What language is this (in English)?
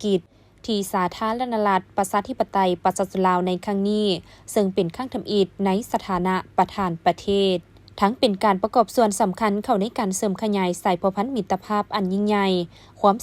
Lao